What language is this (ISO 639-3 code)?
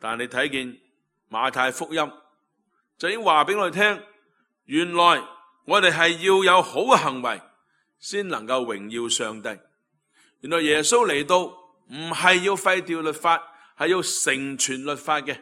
yue